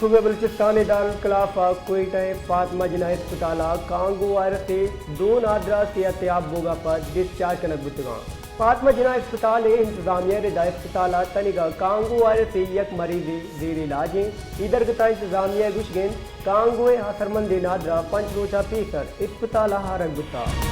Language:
Baluchi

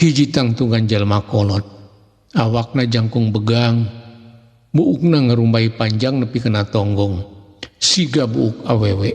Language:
Sundanese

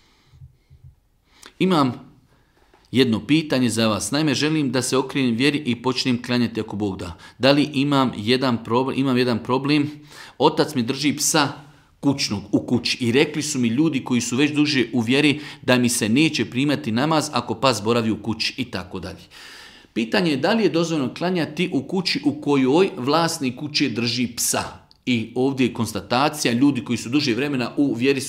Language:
Bosnian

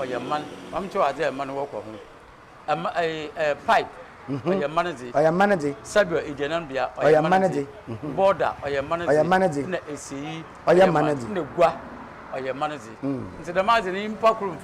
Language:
Akan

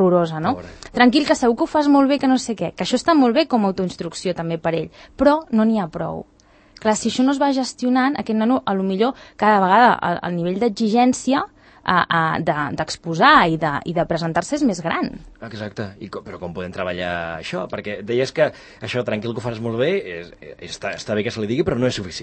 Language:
Catalan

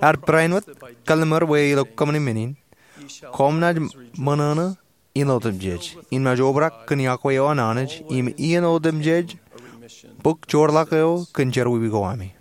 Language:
Marshallese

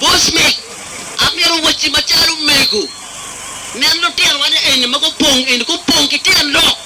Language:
Acoli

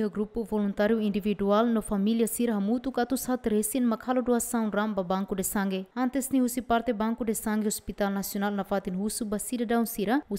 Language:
Tetum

